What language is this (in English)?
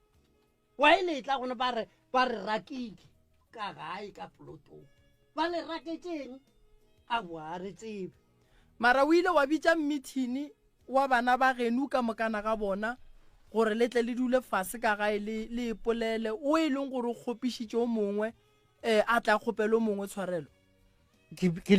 Northern Sotho